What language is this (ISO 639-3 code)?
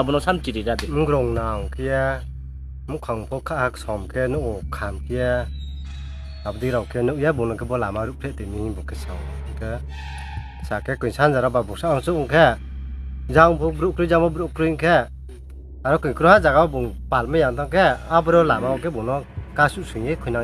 ria